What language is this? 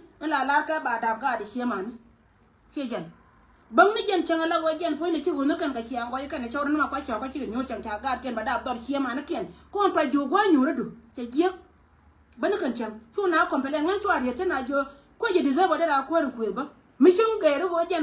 Nuer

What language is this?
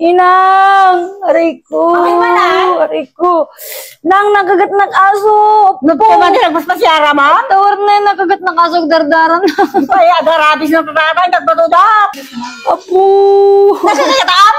Iloko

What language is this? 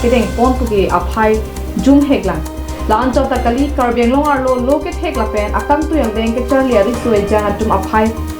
Karbi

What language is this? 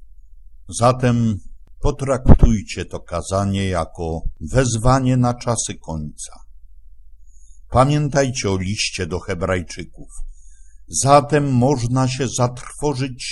Polish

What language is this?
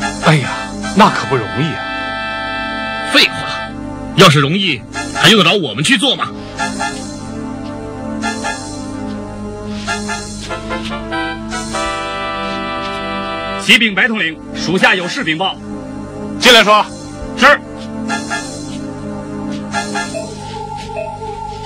Chinese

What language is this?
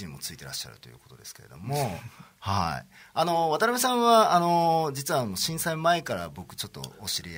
Japanese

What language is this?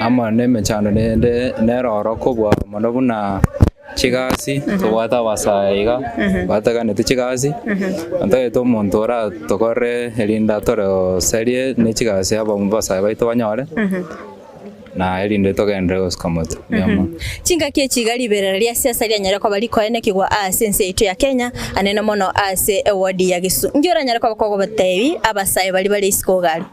Gusii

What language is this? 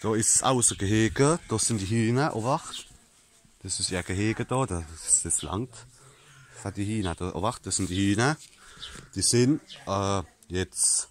Palatine German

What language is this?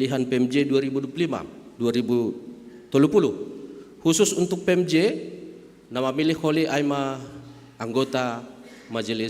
Batak Simalungun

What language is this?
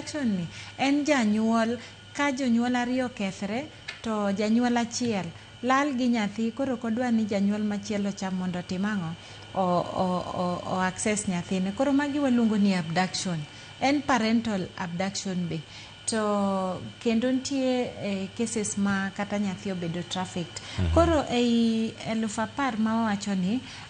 Luo (Kenya and Tanzania)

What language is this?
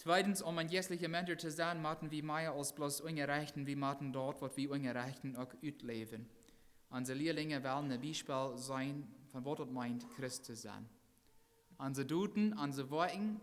Plautdietsch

